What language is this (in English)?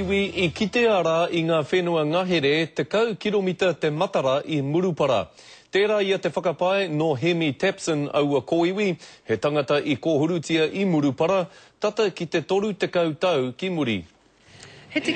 Māori